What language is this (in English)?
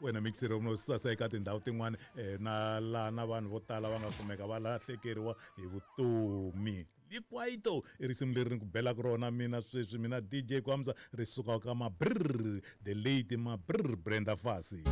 Tsonga